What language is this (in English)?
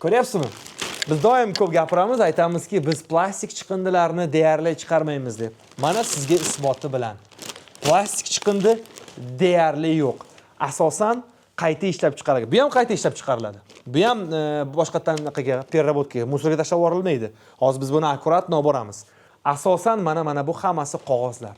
Uzbek